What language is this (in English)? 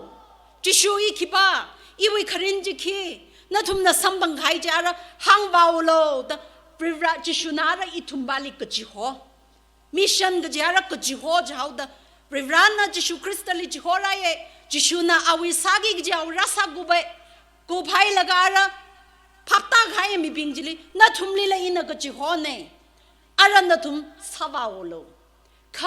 Tangkhul Naga (India)